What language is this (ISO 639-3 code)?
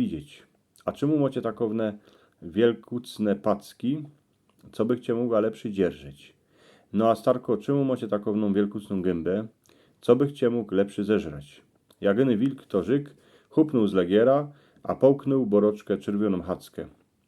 szl